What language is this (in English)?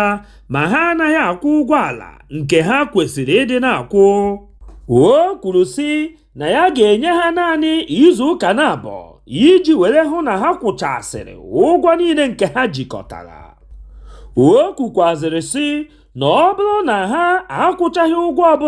Igbo